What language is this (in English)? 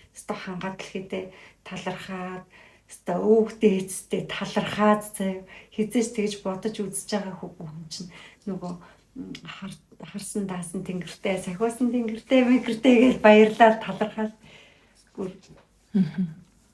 Mongolian